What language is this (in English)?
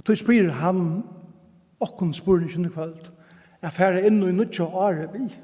Faroese